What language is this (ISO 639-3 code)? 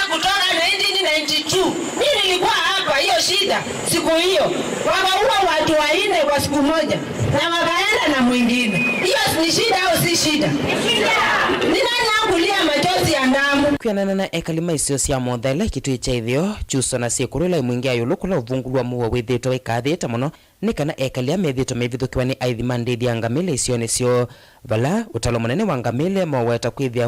kam